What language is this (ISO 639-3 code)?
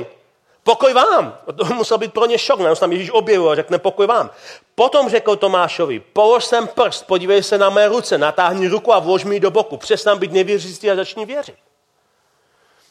ces